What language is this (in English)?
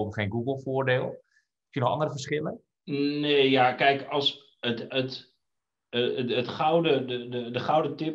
Dutch